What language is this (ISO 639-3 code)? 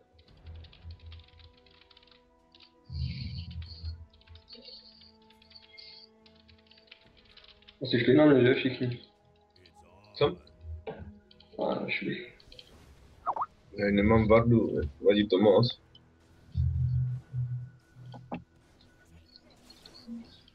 ces